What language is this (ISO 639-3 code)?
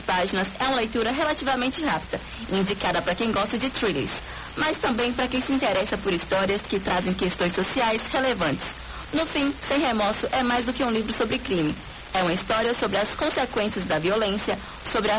por